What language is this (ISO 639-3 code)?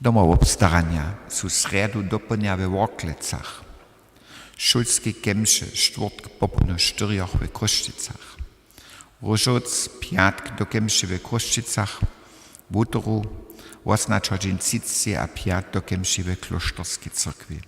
hsb